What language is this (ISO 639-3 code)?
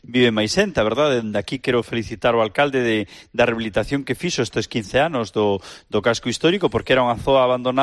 glg